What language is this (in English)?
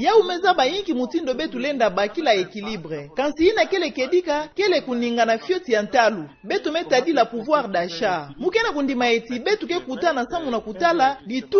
Kituba (Democratic Republic of Congo)